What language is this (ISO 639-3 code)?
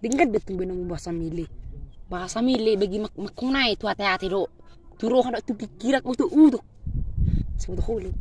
bbc